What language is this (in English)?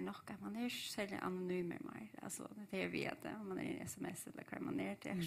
Faroese